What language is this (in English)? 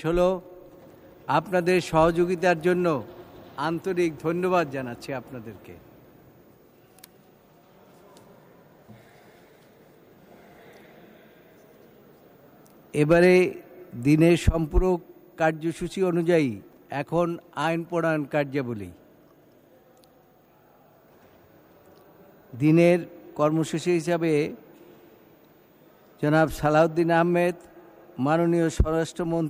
Bangla